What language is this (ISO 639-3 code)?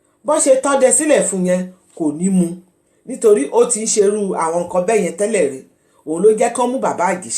yor